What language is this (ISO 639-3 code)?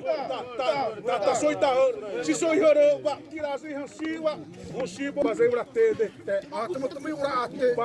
xav